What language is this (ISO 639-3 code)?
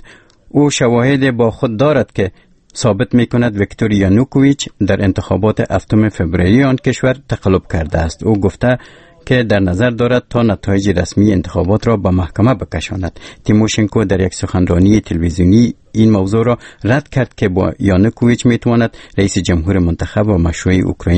fas